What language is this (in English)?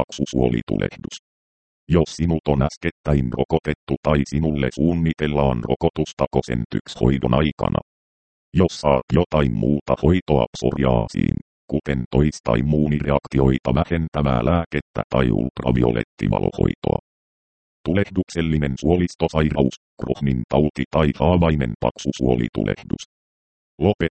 Finnish